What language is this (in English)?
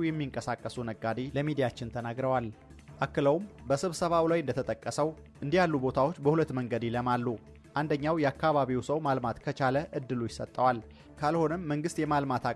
Amharic